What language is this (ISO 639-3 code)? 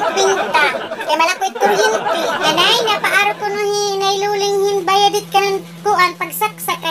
war